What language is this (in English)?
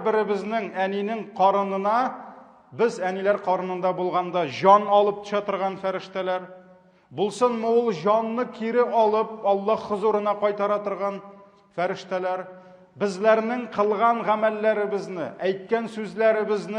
Tatar